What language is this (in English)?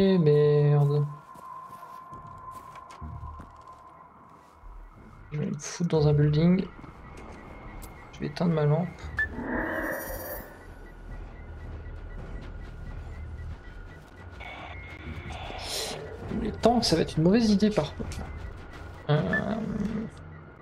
French